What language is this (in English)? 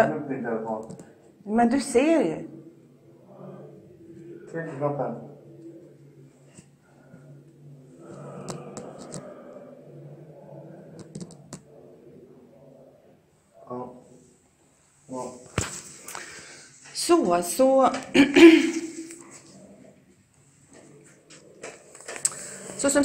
Swedish